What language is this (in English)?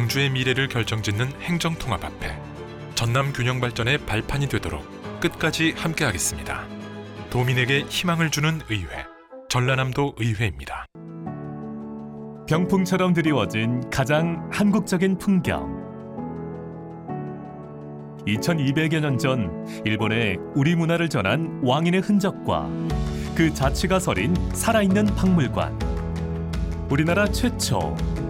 Korean